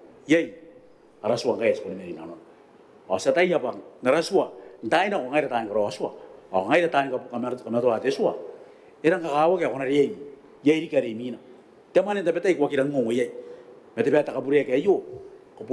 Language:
Gilbertese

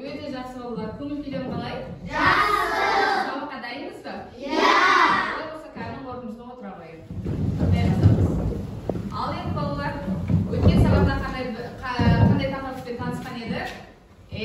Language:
Kazakh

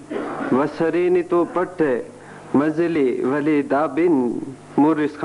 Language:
Brahui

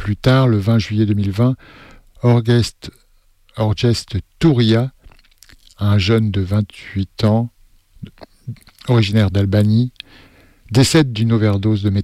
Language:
French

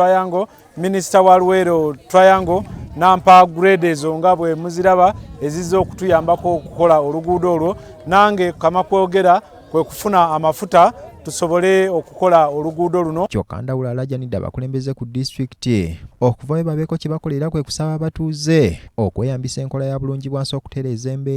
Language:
Ganda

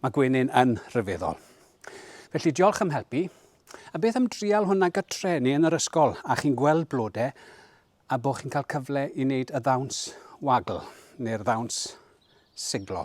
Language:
Welsh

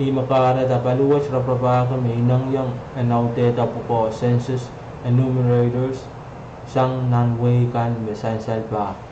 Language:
Pohnpeian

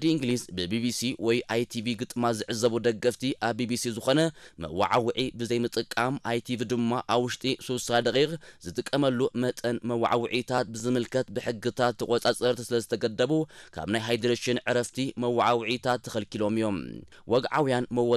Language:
Tigrinya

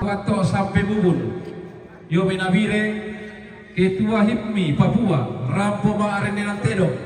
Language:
Toraja-Sa'dan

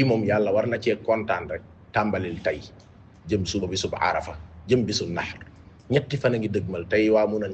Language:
Wolof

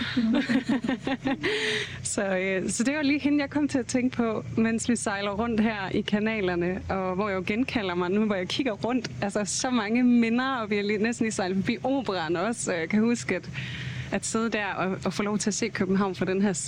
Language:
Danish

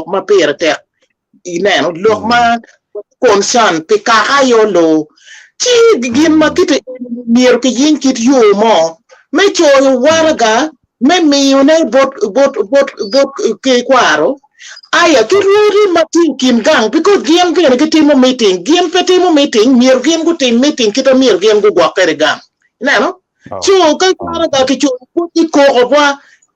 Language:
Acoli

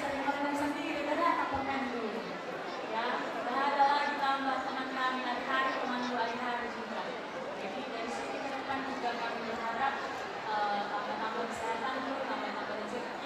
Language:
Batak Karo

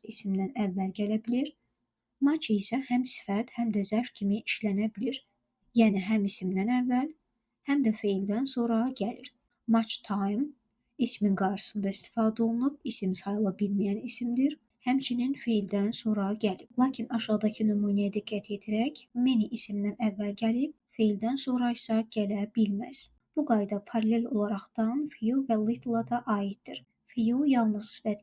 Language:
Azerbaijani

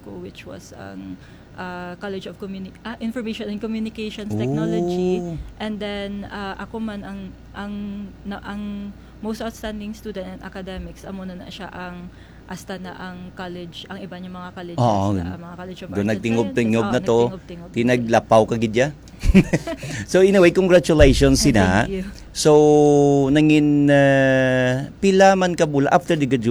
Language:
Hiligaynon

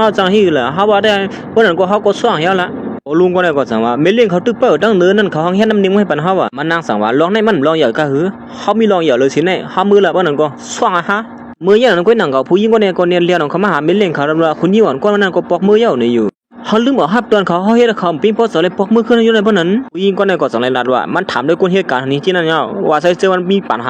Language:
Shan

